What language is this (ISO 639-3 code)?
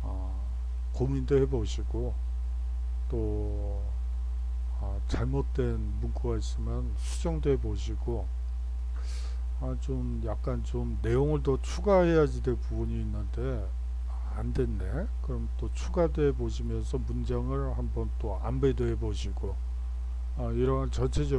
kor